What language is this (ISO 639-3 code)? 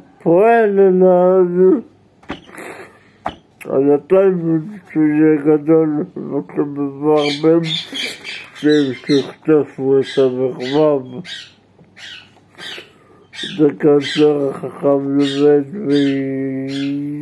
heb